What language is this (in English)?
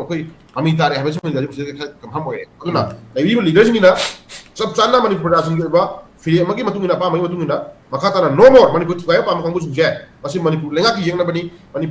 Manipuri